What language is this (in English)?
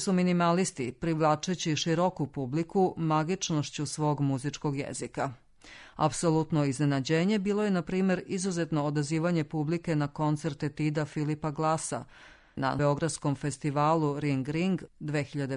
Serbian